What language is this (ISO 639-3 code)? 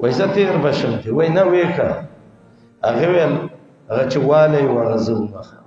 pus